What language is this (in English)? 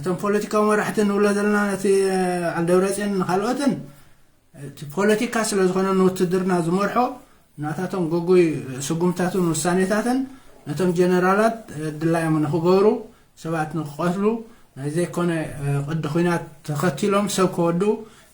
Tigrinya